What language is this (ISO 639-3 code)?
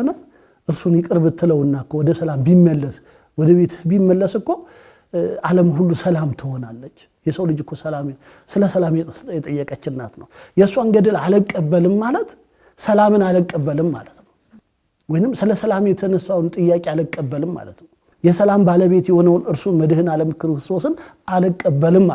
amh